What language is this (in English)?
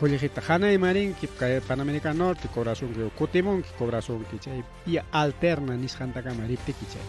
Ayacucho Quechua